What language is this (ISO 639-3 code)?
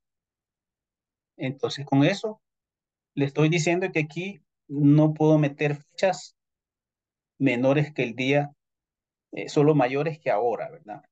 spa